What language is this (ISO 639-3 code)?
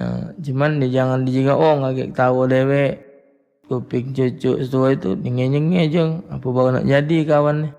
mui